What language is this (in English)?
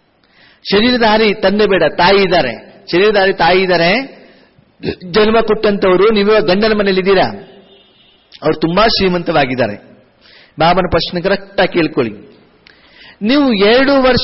Kannada